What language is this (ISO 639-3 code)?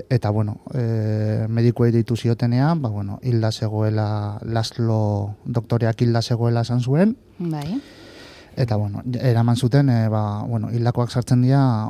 eus